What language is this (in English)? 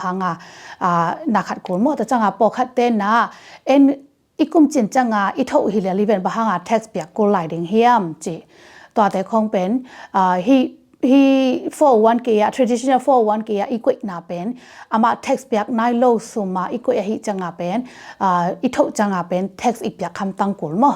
Tedim Chin